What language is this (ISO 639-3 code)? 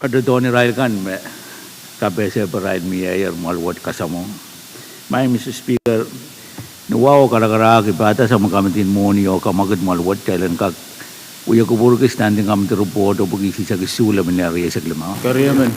pon